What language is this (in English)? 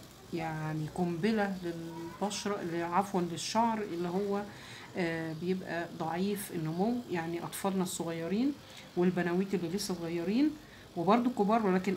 Egyptian Arabic